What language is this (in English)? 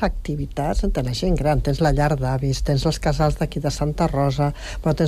Catalan